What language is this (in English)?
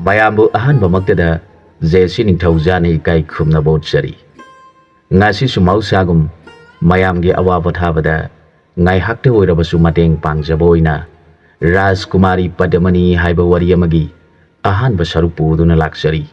Manipuri